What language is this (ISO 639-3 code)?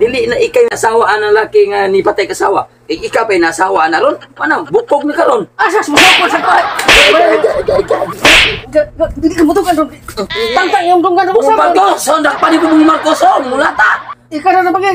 ceb